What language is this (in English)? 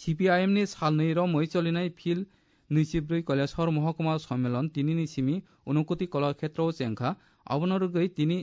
Kok Borok